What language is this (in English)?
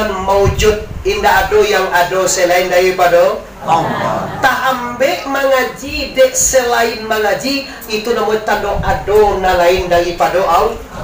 Minangkabau